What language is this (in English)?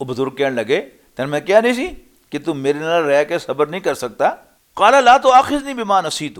Western Panjabi